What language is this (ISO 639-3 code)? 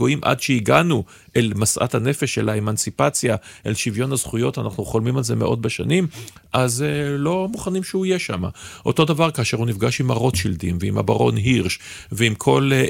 heb